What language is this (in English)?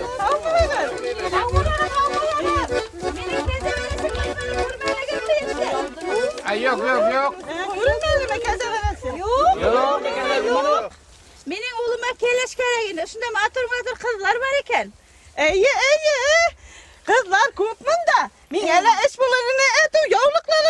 Bashkir